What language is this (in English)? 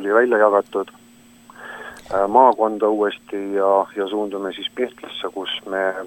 Estonian